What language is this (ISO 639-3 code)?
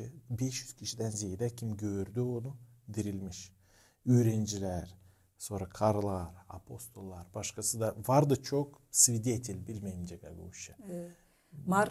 gag